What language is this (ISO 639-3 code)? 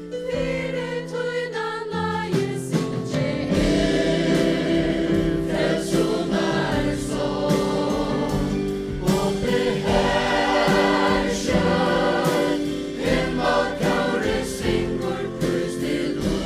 fao